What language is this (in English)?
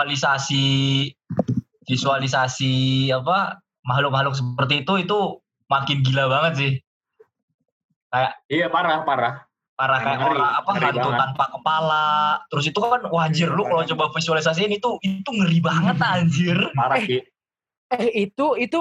Indonesian